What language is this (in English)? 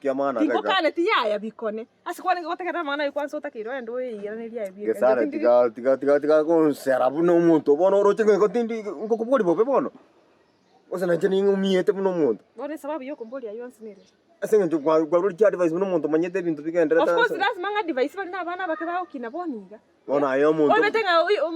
Gusii